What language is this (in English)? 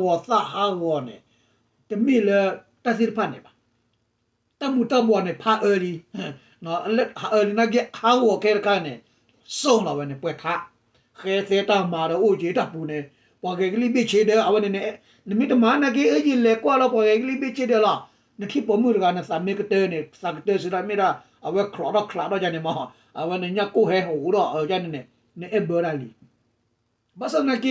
S'gaw Karen